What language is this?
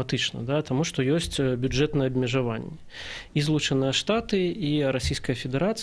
Belarusian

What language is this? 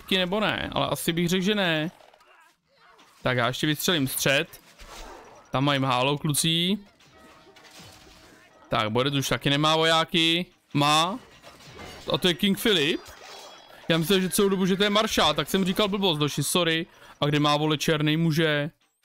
Czech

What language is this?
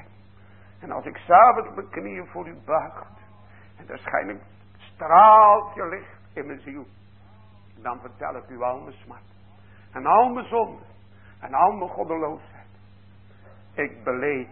Dutch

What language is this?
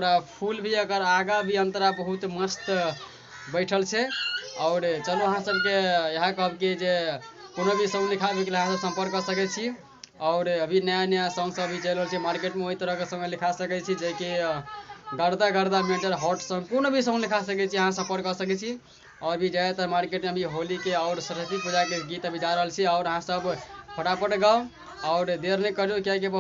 Maithili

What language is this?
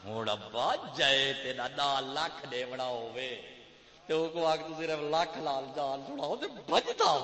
Saraiki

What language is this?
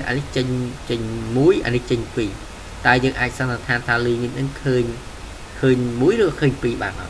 Khmer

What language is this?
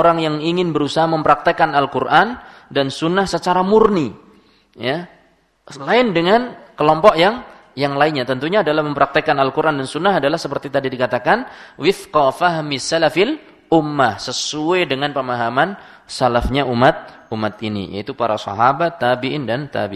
Indonesian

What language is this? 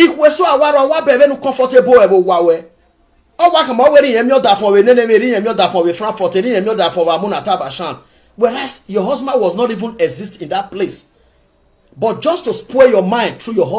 Nigerian Pidgin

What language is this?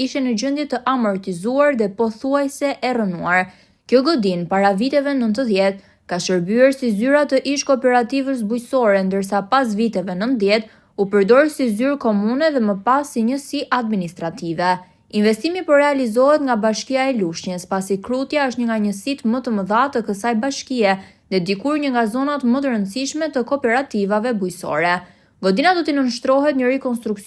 Albanian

